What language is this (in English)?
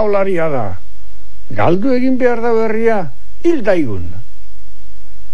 Basque